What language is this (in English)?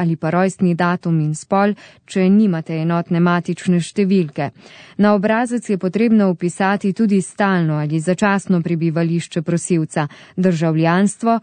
Slovenian